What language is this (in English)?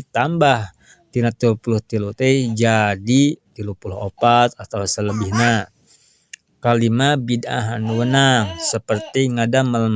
Sundanese